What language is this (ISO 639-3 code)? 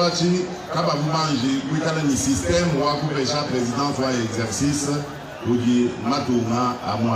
lua